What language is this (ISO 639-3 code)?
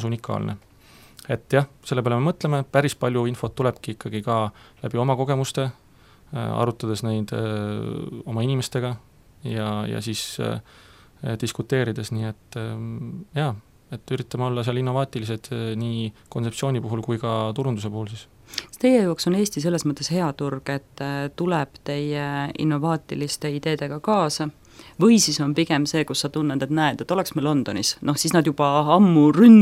est